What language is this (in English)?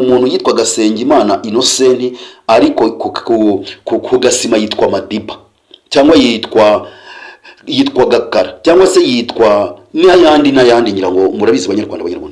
Kinyarwanda